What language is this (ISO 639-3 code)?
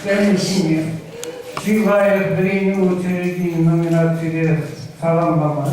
chv